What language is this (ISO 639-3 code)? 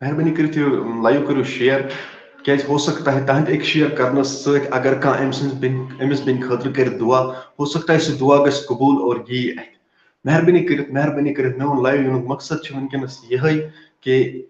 kas